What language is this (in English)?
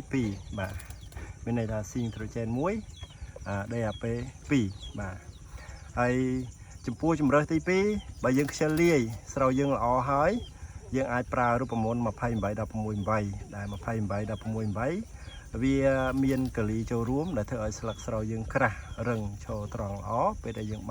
Khmer